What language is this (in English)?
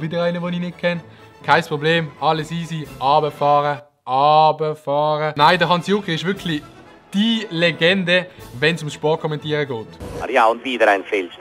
Swiss German